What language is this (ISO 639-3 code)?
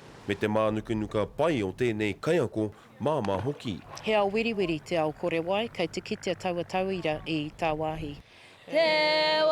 mri